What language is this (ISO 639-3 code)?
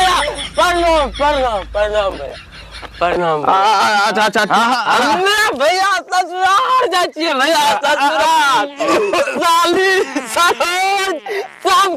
mai